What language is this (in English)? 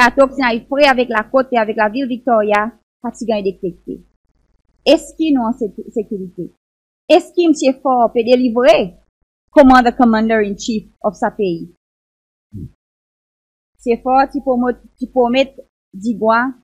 Seselwa Creole French